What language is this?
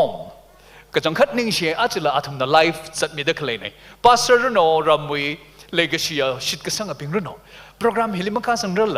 Tangkhul Naga (India)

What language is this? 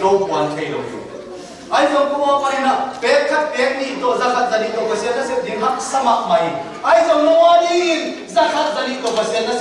Tedim Chin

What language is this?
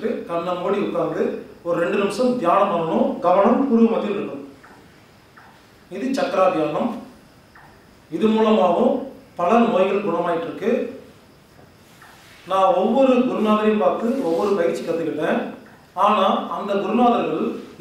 Tamil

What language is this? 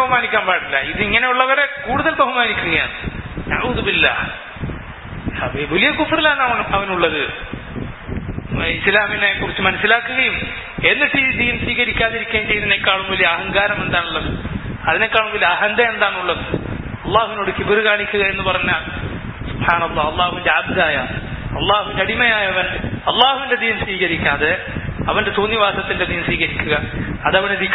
Malayalam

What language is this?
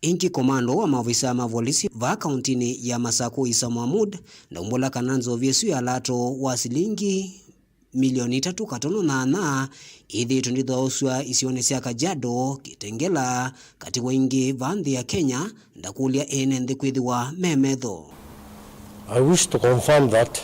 Kamba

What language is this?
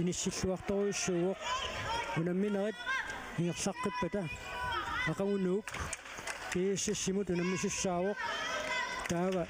Kalaallisut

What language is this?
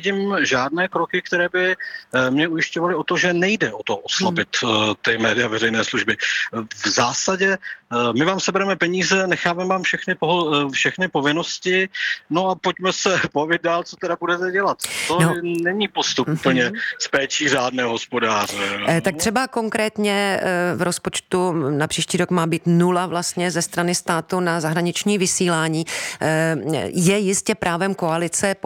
Czech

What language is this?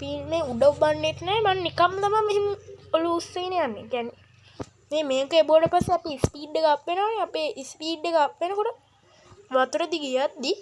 Sinhala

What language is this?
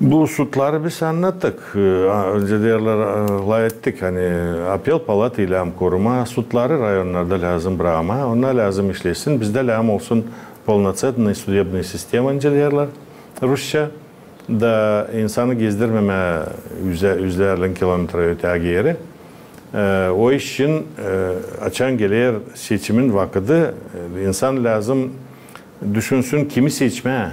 Gagauz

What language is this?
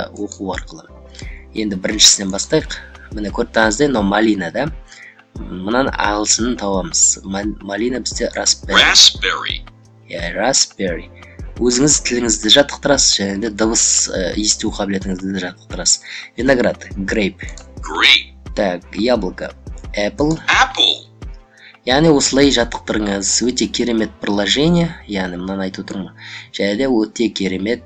Kazakh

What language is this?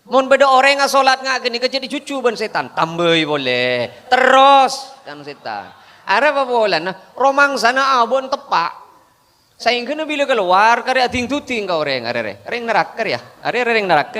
Madurese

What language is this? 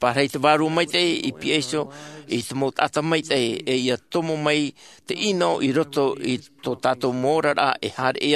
Tahitian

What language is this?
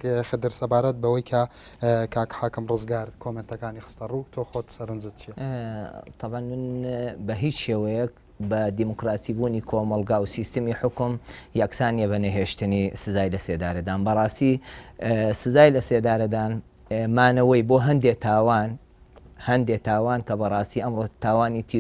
Central Kurdish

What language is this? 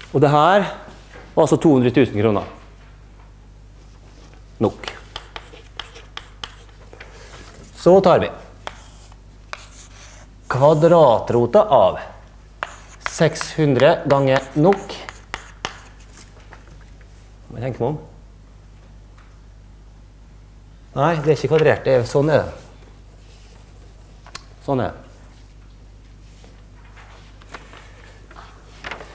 Norwegian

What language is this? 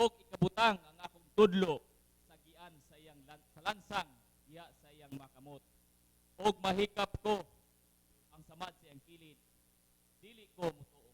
Cebuano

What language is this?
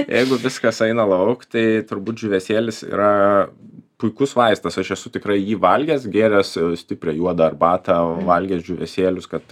Lithuanian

